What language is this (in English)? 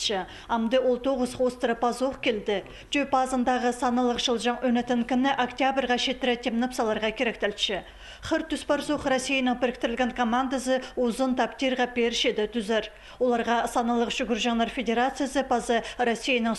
Khakas